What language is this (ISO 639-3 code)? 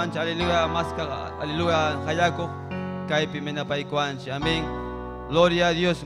quy